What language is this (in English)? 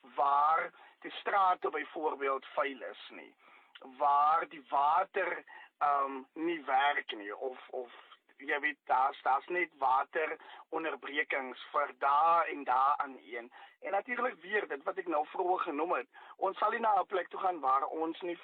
Afrikaans